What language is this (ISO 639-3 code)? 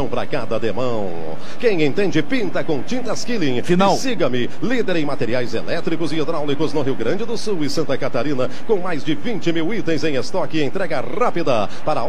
por